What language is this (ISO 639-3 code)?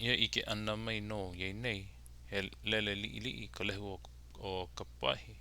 haw